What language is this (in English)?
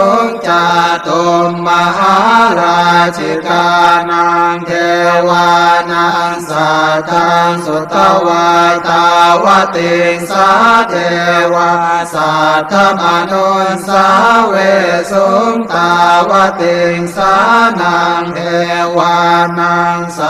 Pali